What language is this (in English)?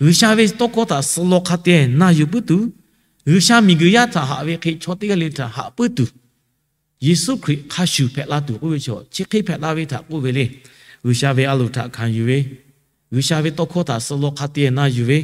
Lahu